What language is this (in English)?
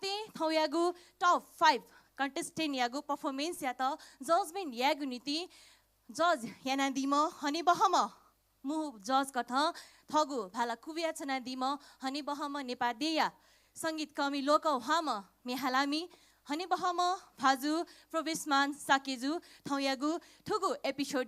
Newari